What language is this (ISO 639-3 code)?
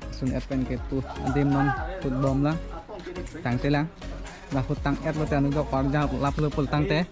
mjw